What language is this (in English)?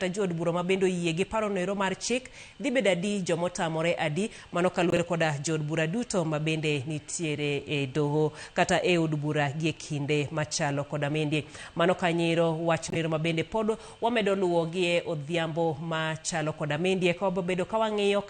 Luo (Kenya and Tanzania)